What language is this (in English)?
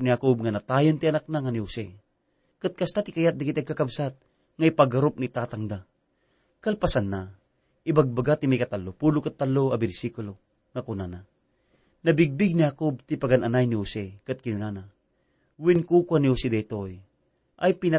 Iloko